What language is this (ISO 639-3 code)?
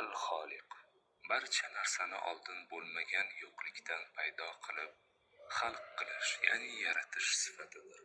uzb